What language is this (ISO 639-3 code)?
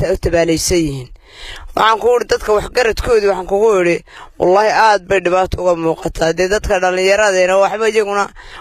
som